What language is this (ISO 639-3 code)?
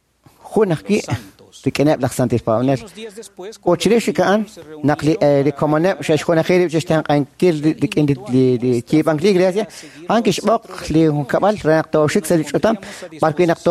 kek